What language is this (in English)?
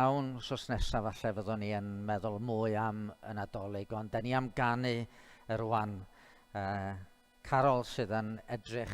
Welsh